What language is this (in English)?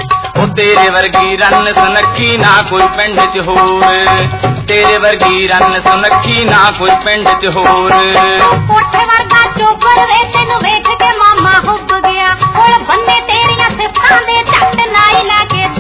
Punjabi